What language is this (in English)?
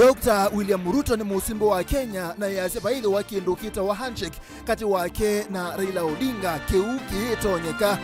Kamba